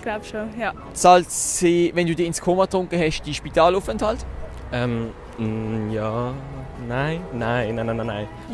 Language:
Swiss German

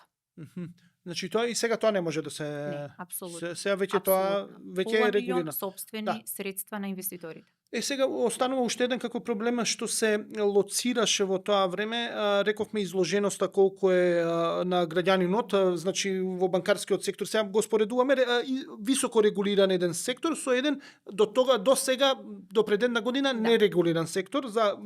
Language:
Macedonian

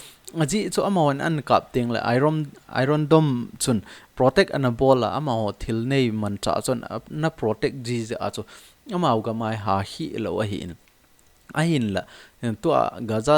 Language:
Thado Chin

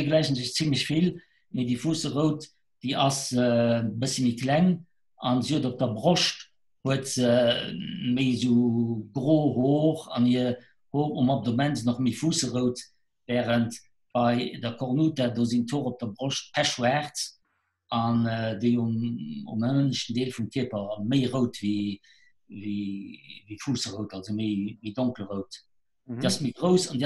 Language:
Luxembourgish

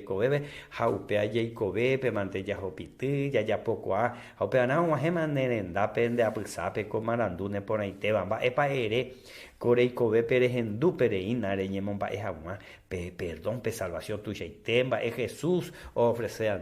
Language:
Guarani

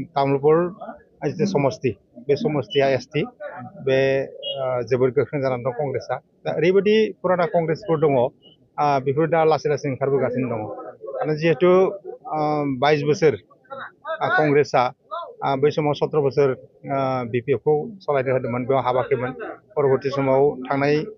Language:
Bodo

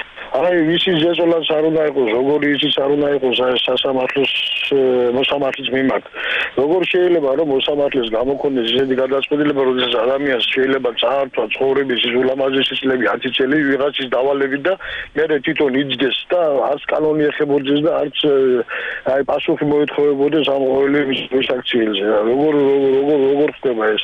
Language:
Georgian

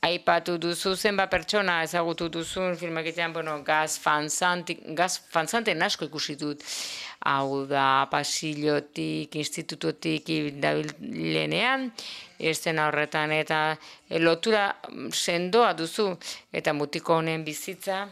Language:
Basque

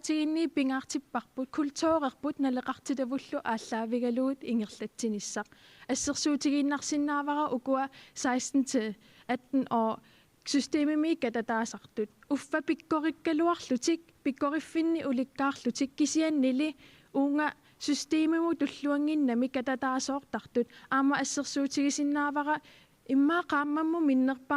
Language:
Kalaallisut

